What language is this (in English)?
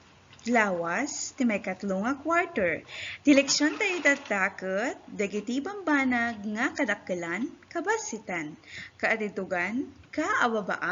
Iloko